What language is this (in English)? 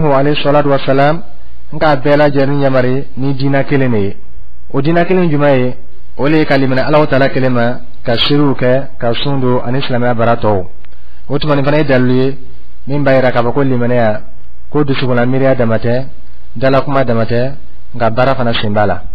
Dyula